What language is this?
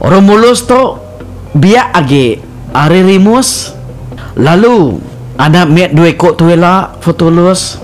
Iban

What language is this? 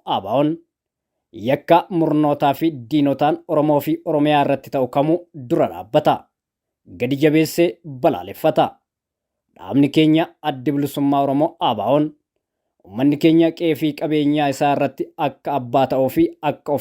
Oromo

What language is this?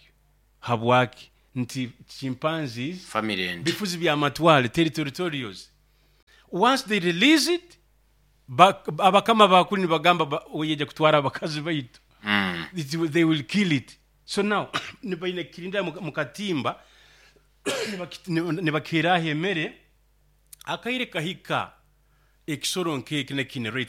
Nyoro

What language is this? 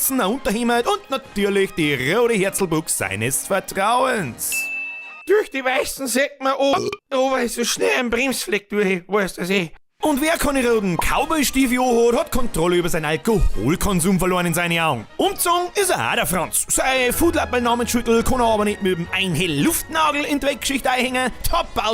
Bavarian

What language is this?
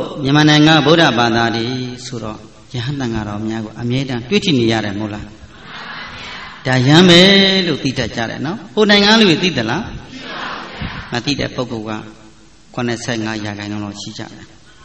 Burmese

